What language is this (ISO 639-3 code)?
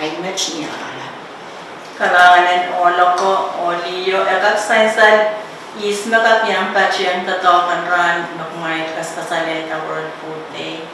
pon